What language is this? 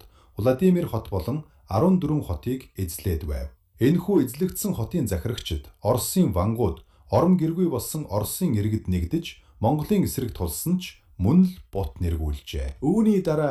Mongolian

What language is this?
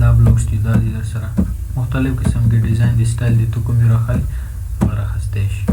Pashto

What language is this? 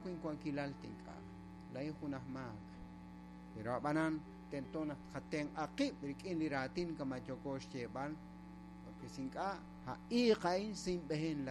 Kekchí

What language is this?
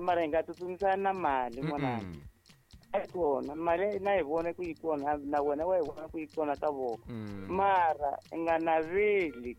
Tsonga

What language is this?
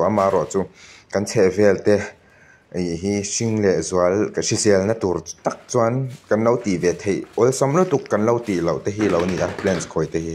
Mizo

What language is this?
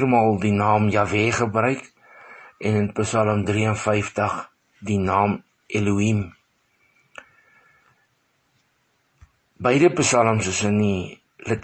Afrikaans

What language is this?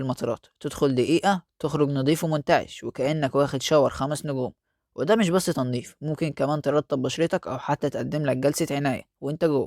Egyptian Arabic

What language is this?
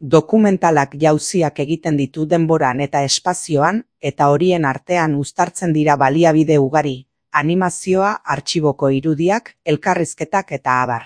Basque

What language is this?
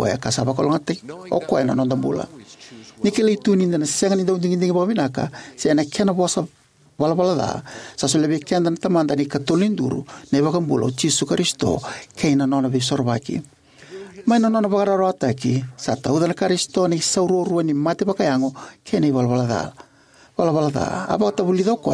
Fijian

